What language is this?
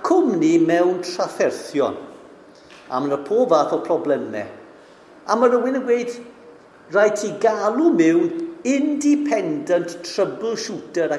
Welsh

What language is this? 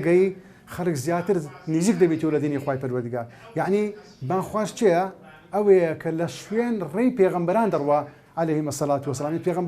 Central Kurdish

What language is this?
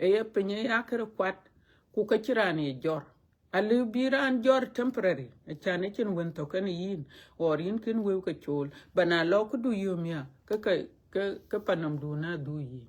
Dinka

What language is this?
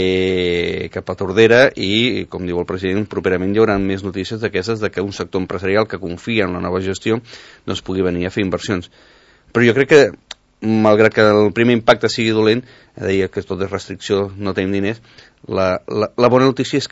Catalan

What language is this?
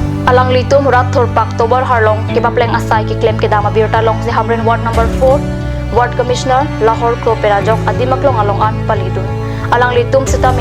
Karbi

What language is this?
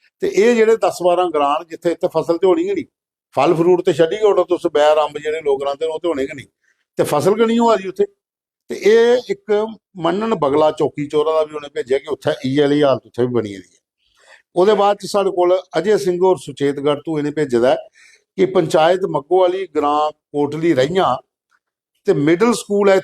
Dogri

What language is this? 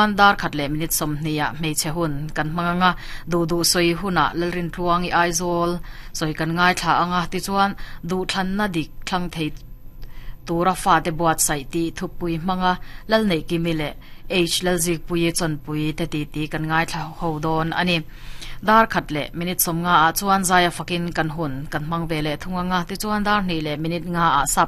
Mizo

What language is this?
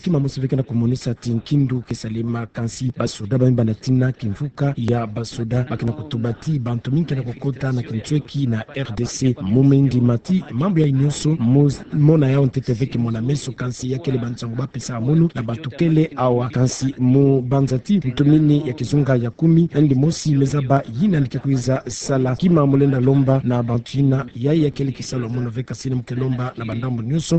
Kituba (Democratic Republic of Congo)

